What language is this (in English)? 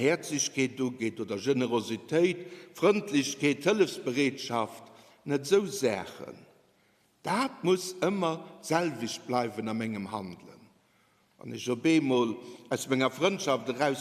Luxembourgish